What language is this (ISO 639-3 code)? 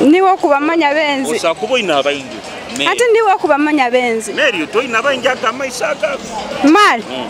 nyo